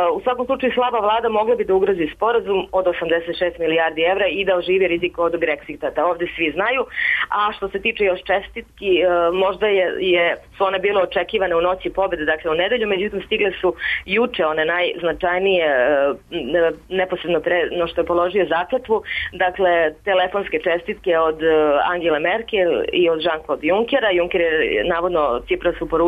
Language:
Serbian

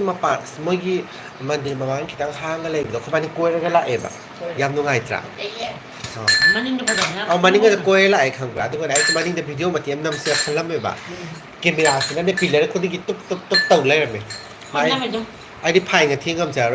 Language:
Manipuri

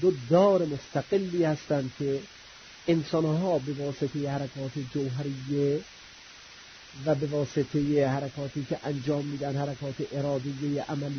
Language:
Persian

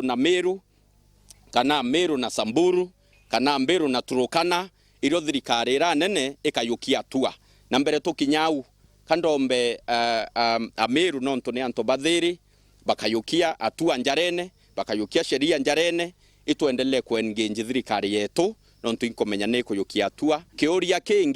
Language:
Meru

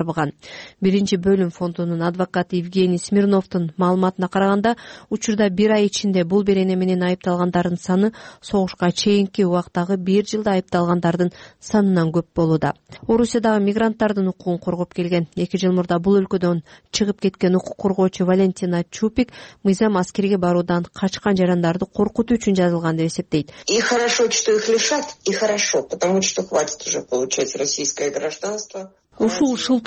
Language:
Kyrgyz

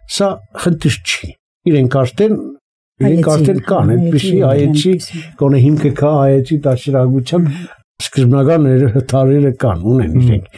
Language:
Armenian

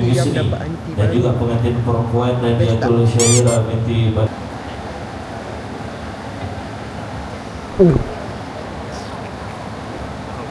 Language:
Malay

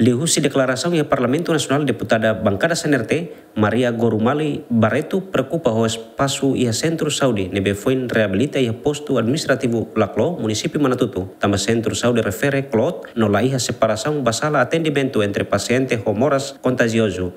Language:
Tetum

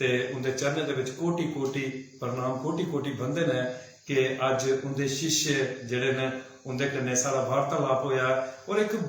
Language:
Dogri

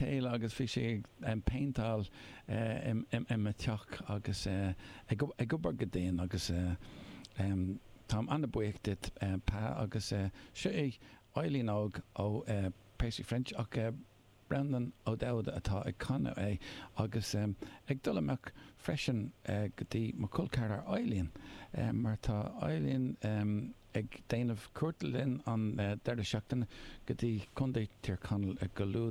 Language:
Irish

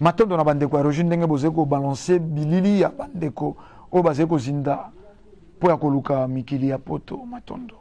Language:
Lingala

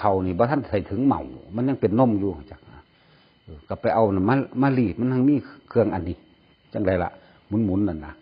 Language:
Northeastern Thai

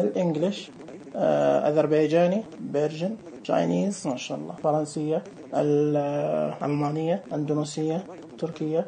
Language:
Najdi Arabic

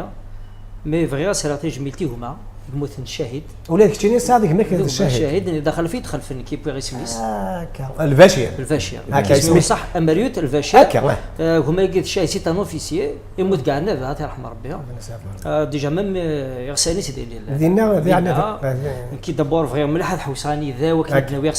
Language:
Kabyle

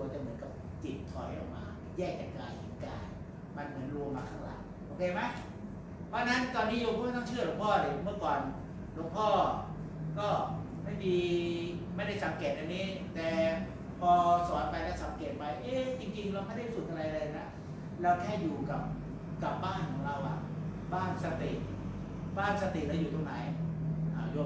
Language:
Thai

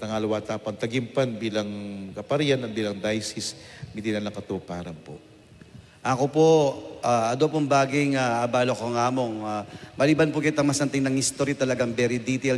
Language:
Pampanga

